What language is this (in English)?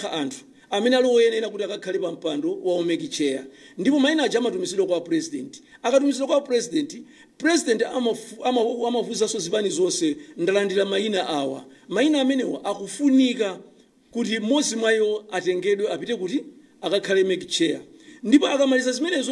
Nyanja